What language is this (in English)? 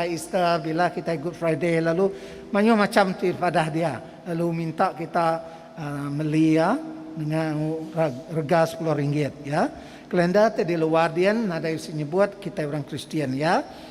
Iban